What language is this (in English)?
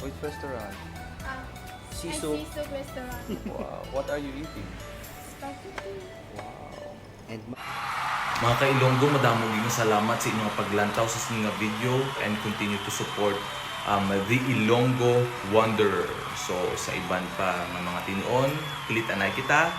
Hiligaynon